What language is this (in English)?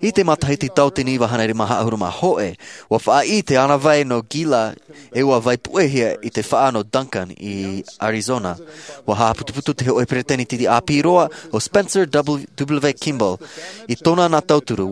Tahitian